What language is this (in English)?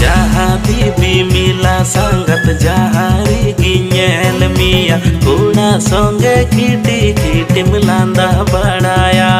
Santali